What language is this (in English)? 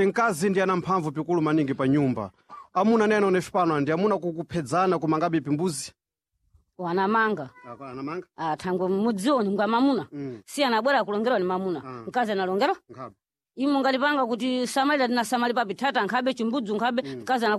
Sena